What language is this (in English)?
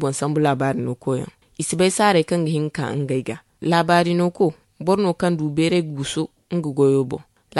Zarma